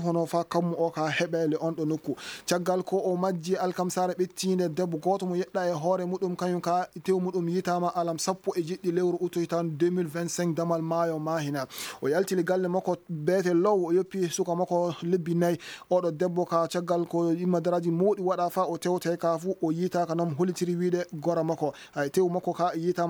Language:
Fula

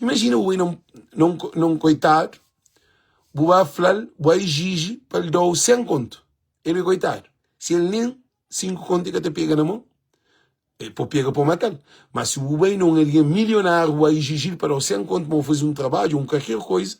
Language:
Kabuverdianu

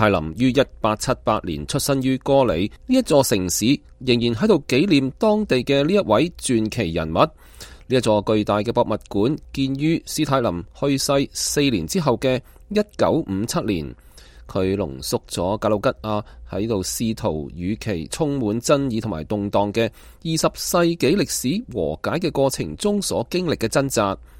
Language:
Cantonese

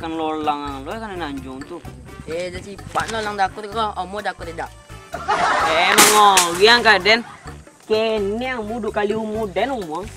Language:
Minangkabau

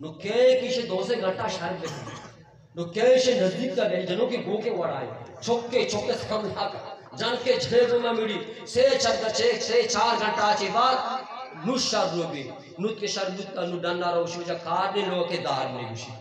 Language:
Eastern Balochi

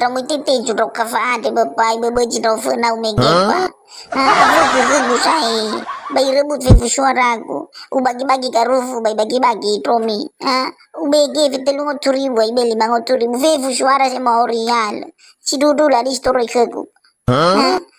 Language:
Nias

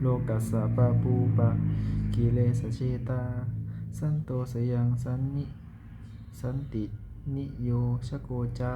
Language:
Pali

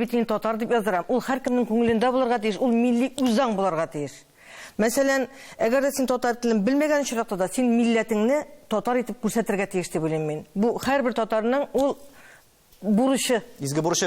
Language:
Tatar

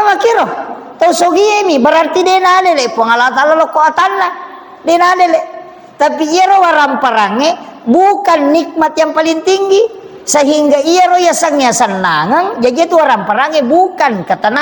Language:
Buginese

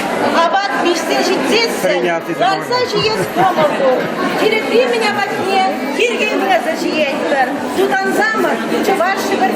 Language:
Chuvash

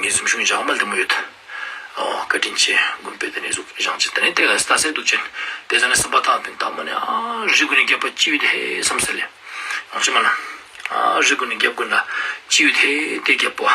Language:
Ladakhi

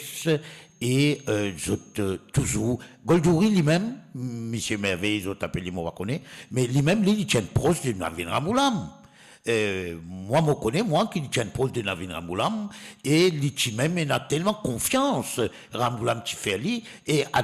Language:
Morisyen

